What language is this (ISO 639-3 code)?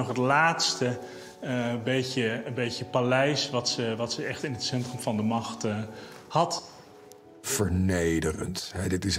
nld